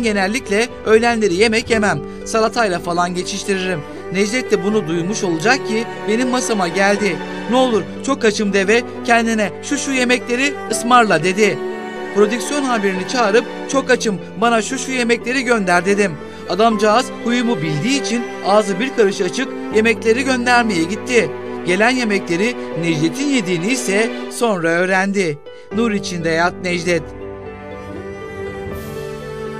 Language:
Turkish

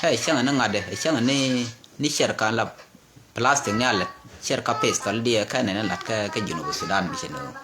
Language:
Nuer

